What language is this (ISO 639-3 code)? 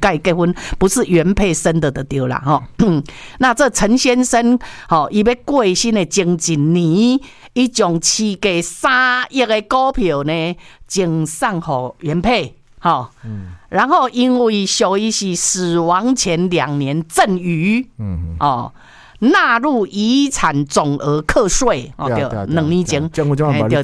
nan